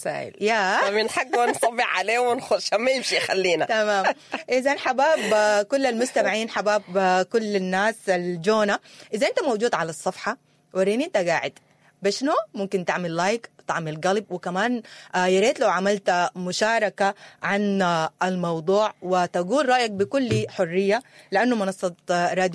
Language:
Sudanese Arabic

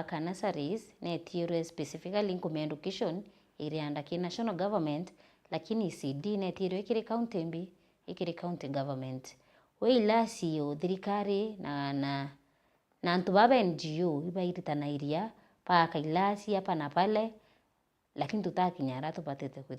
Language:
Meru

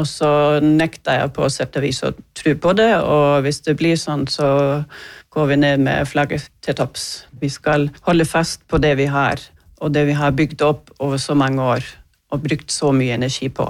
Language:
Norwegian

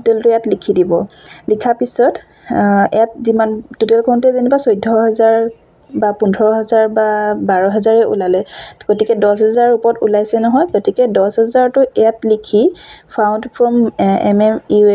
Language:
Assamese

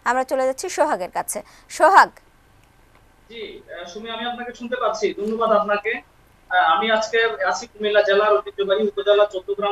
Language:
Bangla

